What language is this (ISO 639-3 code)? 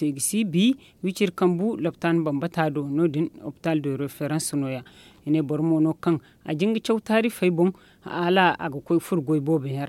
dje